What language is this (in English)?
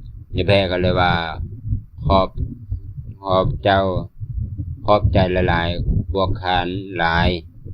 Lao